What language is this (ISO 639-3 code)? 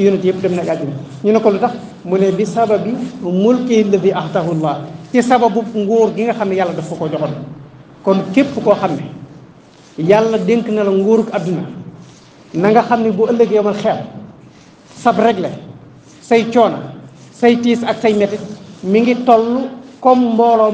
wol